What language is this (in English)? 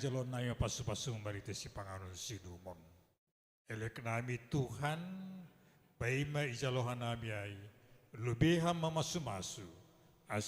Batak Simalungun